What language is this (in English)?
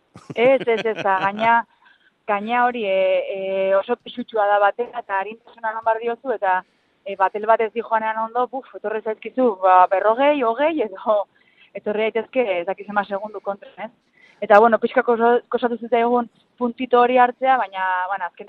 Basque